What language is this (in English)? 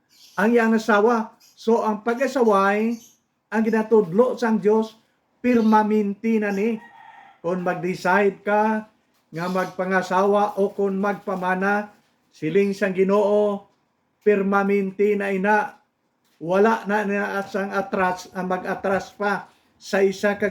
Hiligaynon